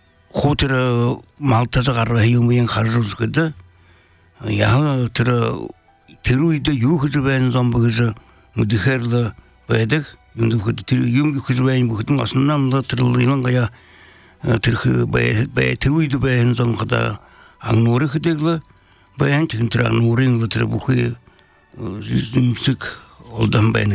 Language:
Belarusian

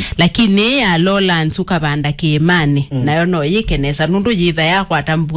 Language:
Kamba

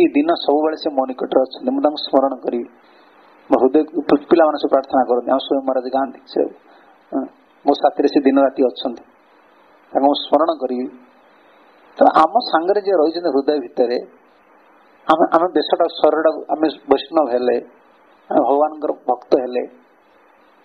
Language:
Odia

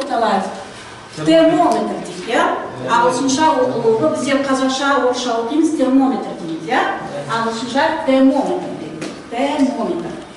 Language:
Kazakh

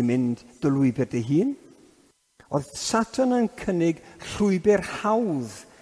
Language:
Welsh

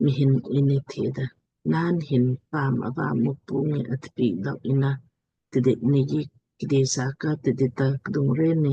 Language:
Lamkang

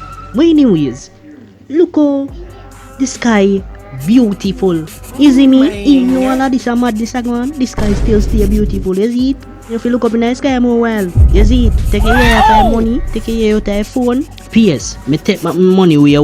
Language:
Jamaican Creole English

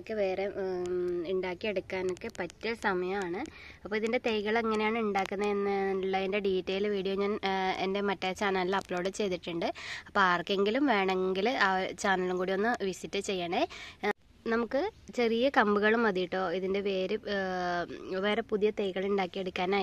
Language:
Malayalam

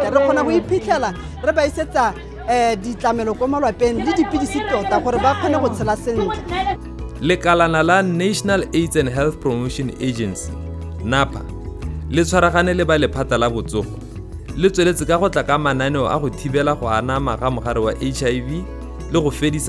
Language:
Tswana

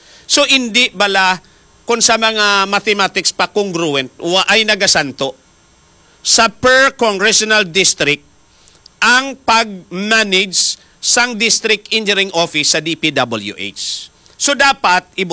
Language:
Hiligaynon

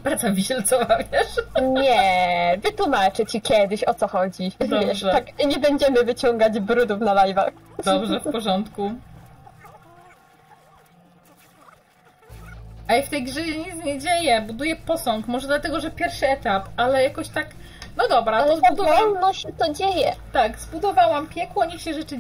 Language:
Polish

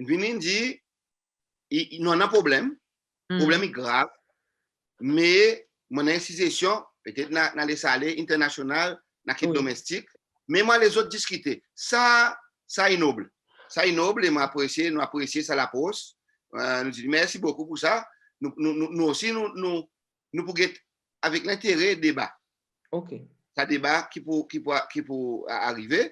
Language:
Seselwa Creole French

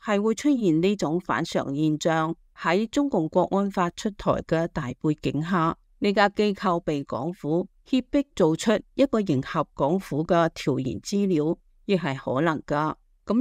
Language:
Cantonese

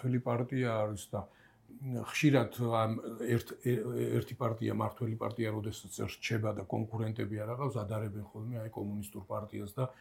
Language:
Georgian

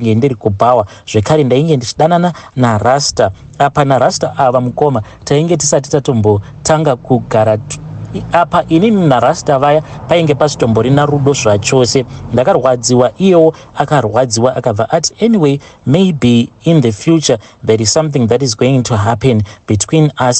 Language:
Shona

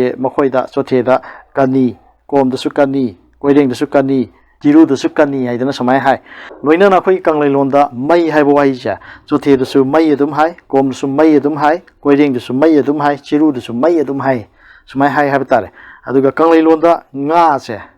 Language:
Manipuri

